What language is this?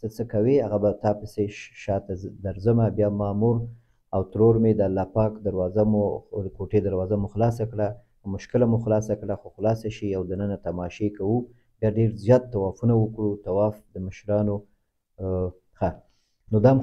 Pashto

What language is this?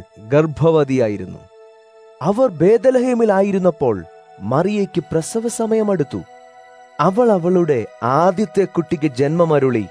Malayalam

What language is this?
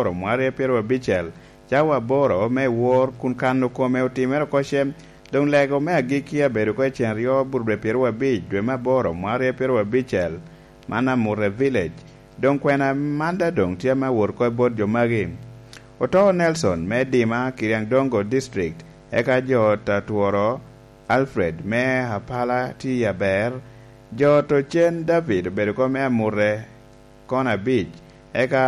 Lango (Uganda)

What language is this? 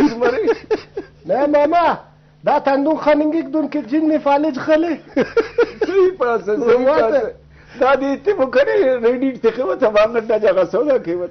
Brahui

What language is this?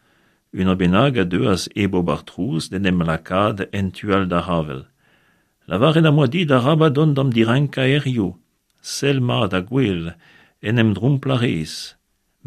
Breton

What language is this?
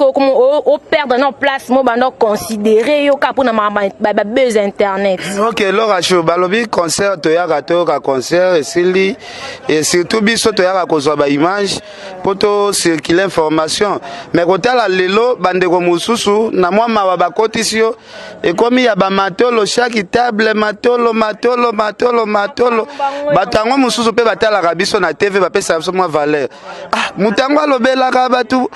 Lingala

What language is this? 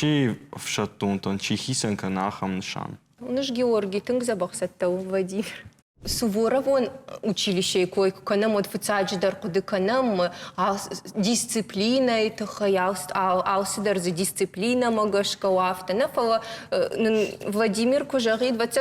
Ossetic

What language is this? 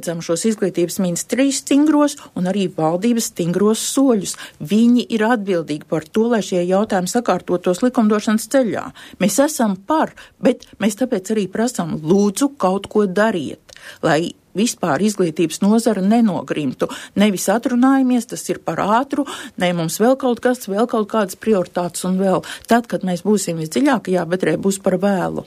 Latvian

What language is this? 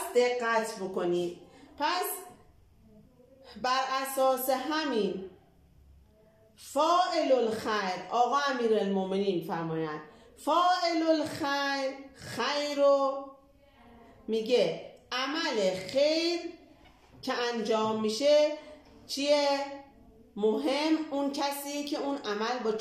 Persian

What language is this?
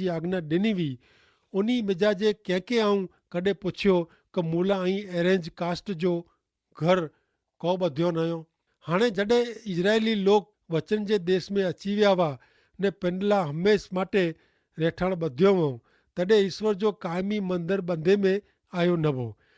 Kachhi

